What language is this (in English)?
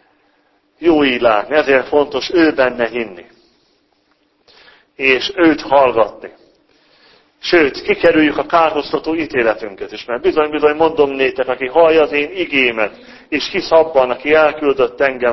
Hungarian